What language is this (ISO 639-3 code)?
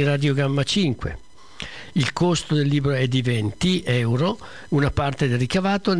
ita